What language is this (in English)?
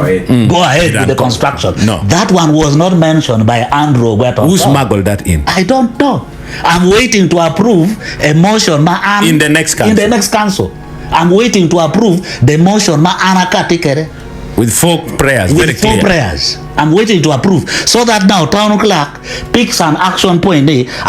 Acoli